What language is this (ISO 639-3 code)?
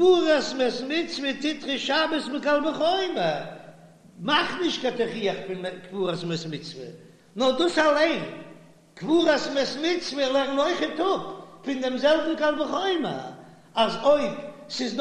yid